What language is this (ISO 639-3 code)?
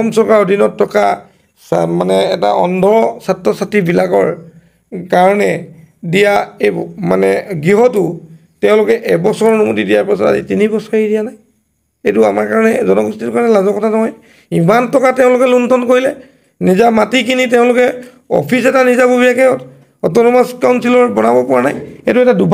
asm